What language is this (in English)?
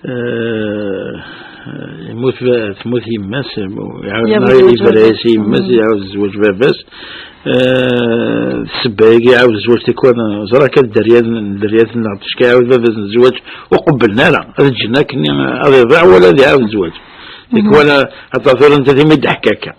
Kabyle